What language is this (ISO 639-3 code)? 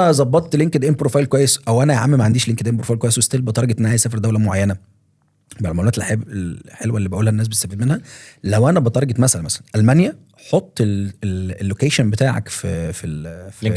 arz